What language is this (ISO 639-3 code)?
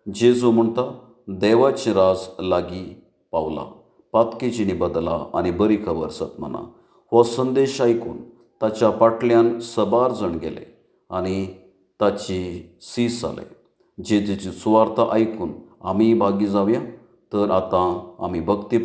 kok